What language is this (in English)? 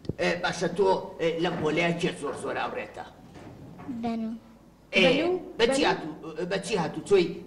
Central Kurdish